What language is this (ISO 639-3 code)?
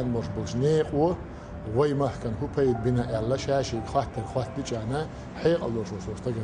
che